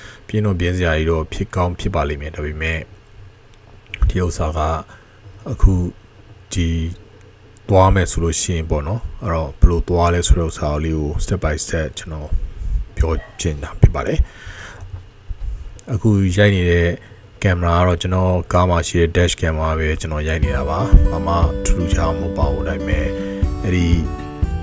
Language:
Burmese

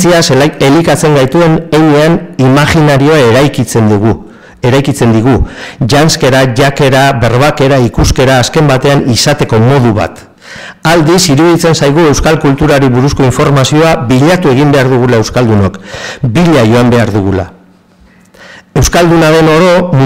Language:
Basque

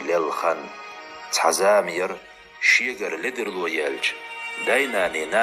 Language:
Chechen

